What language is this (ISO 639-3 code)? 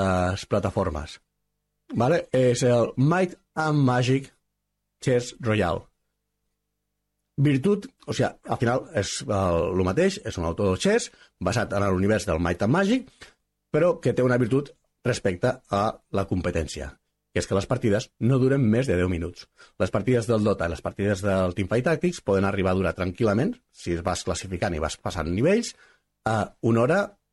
cat